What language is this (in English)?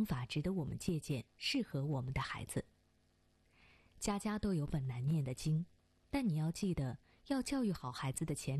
Chinese